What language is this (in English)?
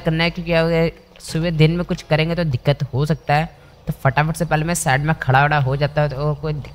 Hindi